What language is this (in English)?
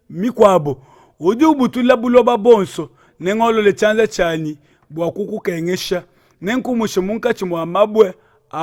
Luba-Lulua